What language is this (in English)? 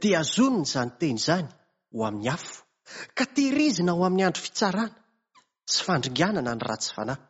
Malagasy